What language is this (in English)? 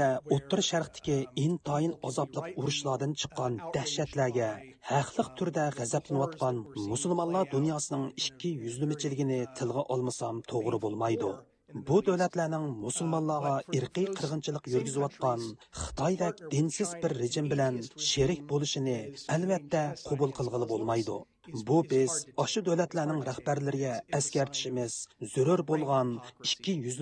Uyghur